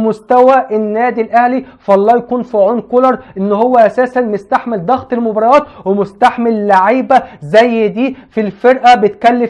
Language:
Egyptian Arabic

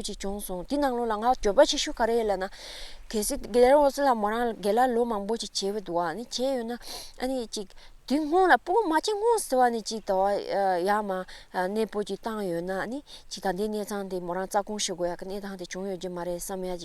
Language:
Tibetan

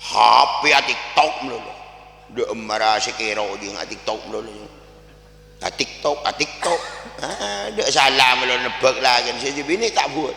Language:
Madurese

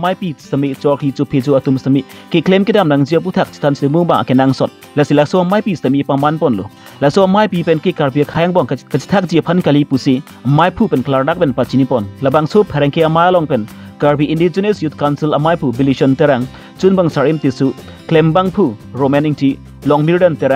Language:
Karbi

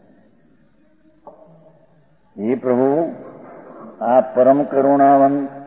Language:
Gujarati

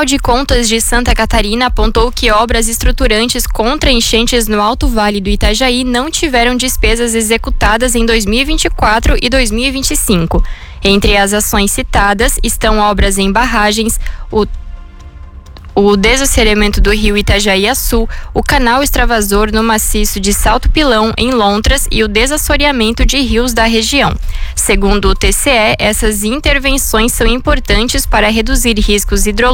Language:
Portuguese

